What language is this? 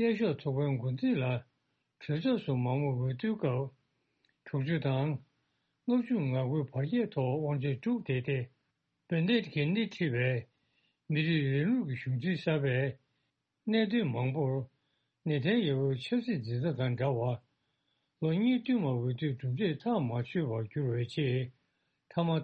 Tibetan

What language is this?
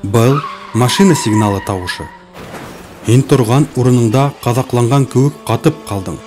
Bashkir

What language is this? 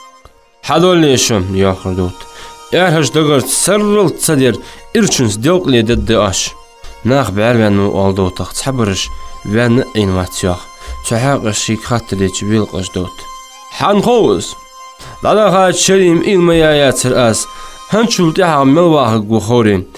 Ingush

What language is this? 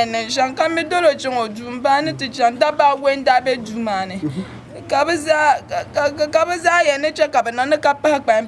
Dagbani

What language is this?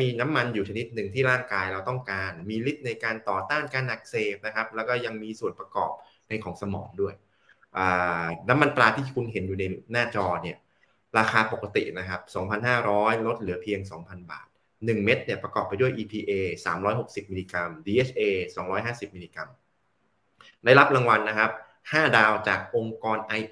Thai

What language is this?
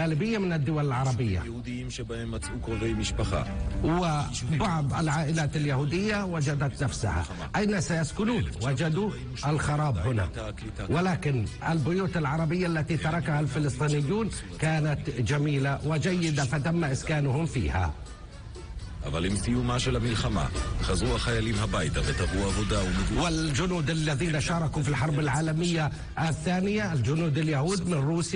Arabic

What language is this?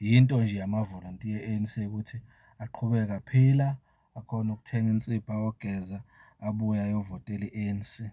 Zulu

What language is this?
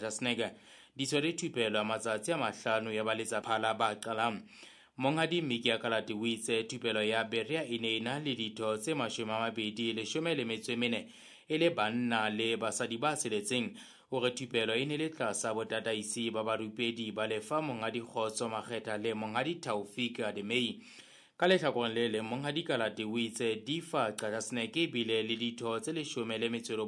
Southern Sotho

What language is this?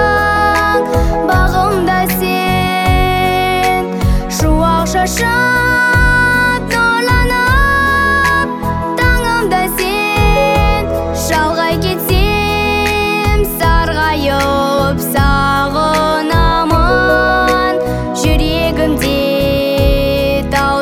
Kazakh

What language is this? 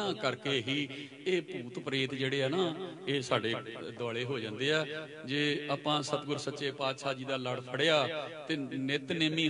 Punjabi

